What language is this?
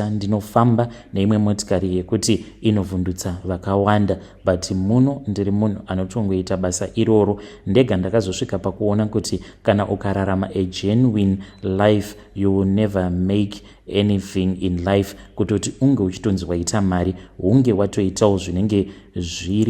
Shona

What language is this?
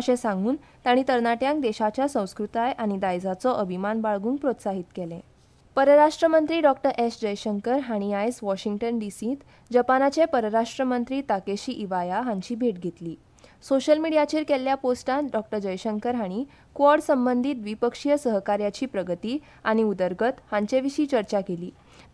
Konkani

